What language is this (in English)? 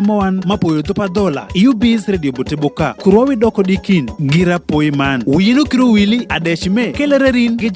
Adhola